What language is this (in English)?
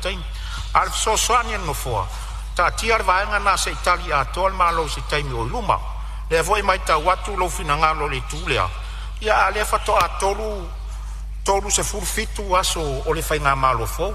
Samoan